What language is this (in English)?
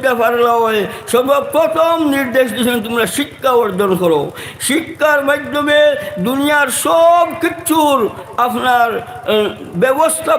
Sylheti